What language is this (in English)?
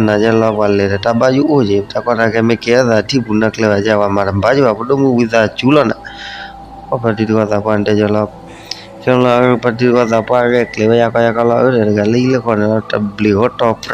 S'gaw Karen